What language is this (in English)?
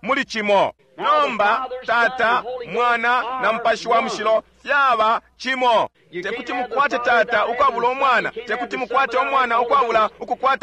Bemba